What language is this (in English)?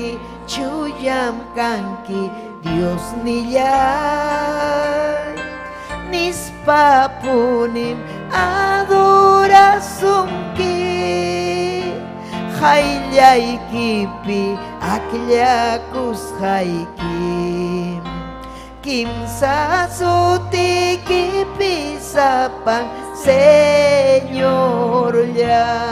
Ayacucho Quechua